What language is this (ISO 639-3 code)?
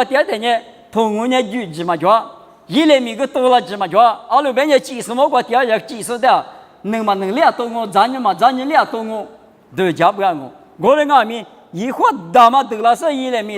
lis